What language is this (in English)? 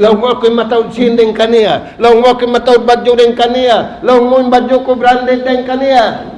Tausug